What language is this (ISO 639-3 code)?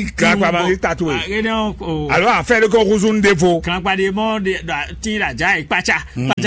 fon